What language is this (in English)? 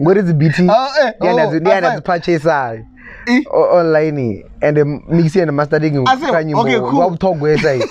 Venda